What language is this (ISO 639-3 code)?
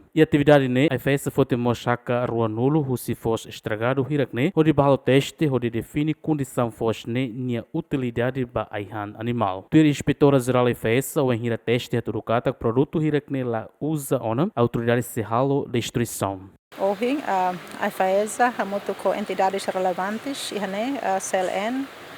tet